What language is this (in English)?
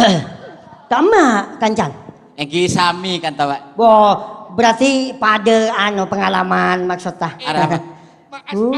Madurese